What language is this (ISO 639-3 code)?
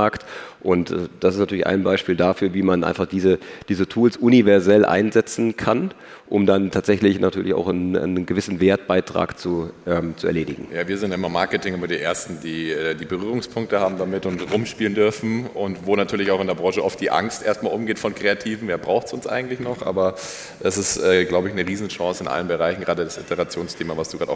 deu